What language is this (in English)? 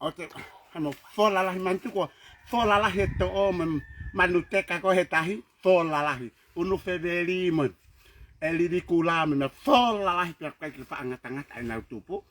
Tongan